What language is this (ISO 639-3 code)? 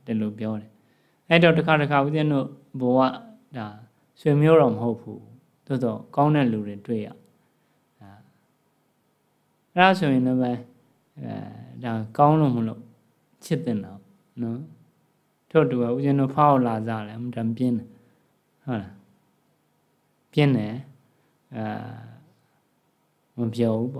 mya